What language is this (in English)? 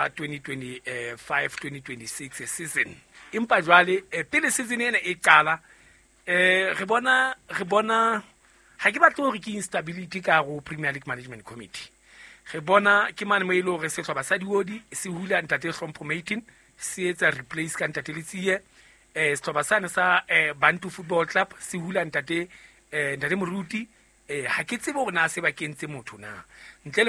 Southern Sotho